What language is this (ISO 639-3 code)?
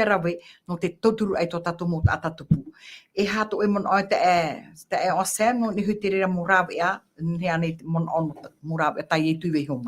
tah